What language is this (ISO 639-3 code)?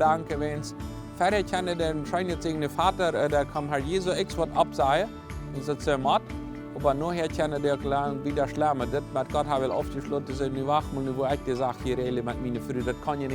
pdt